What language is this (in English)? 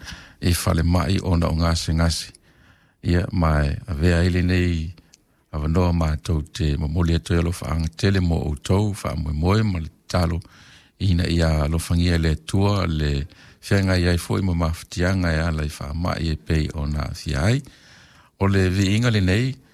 Samoan